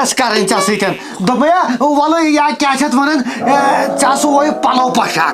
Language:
Kashmiri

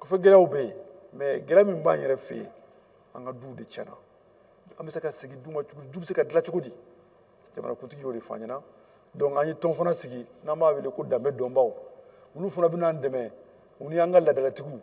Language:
Bambara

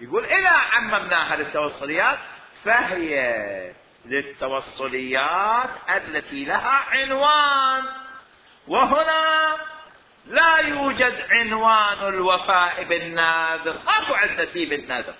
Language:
Mesopotamian Arabic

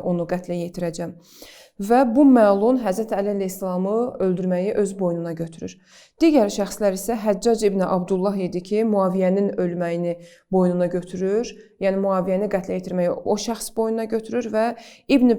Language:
Azerbaijani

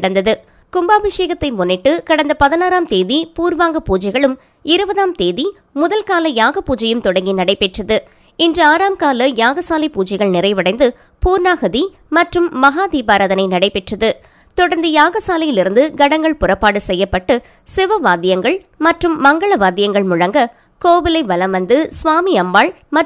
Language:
Tamil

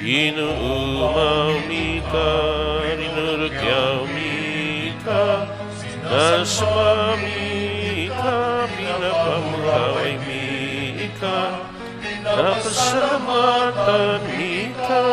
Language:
Bikol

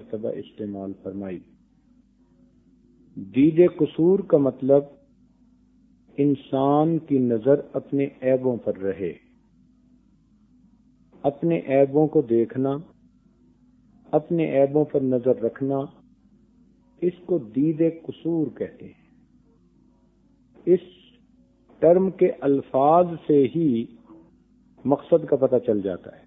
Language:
Urdu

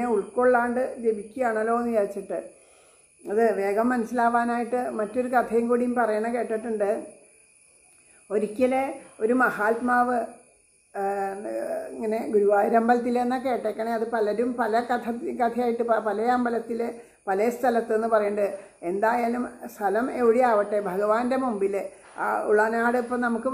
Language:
Malayalam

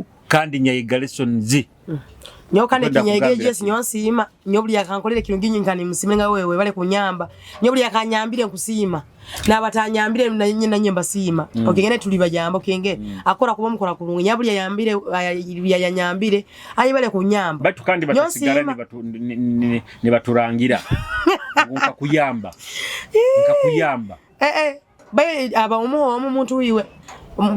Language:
Nyoro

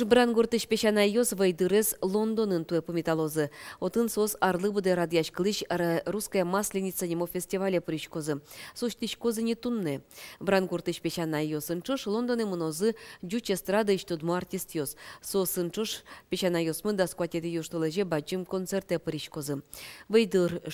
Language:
Udmurt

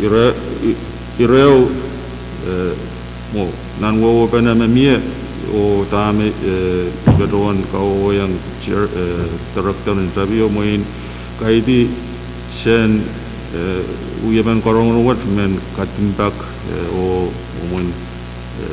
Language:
Pohnpeian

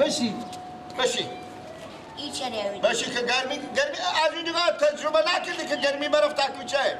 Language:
Persian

